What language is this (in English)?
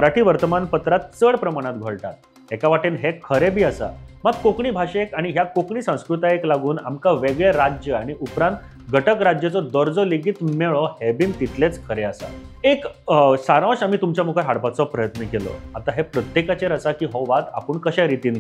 Konkani